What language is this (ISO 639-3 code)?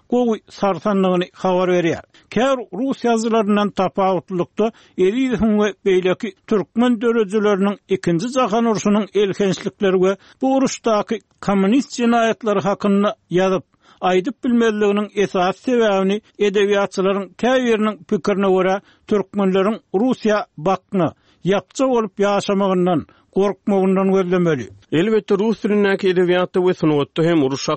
tuk